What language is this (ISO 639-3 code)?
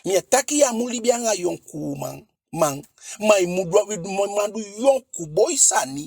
djk